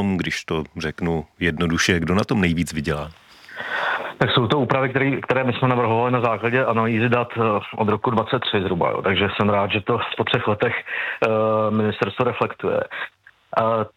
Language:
Czech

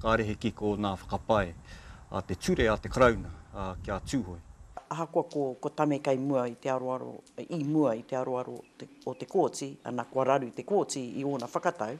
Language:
Māori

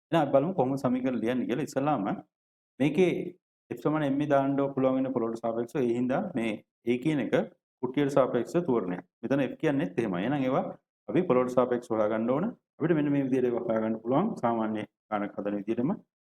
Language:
Sinhala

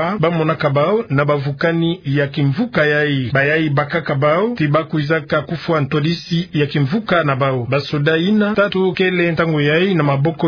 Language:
Kituba (Democratic Republic of Congo)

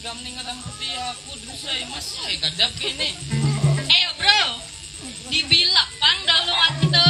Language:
Banjar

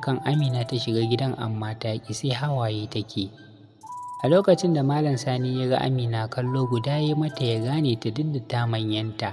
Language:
Hausa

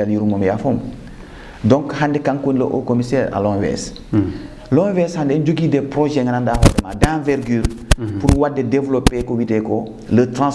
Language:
Fula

